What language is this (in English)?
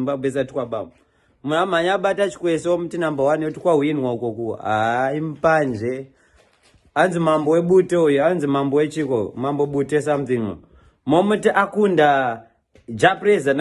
Shona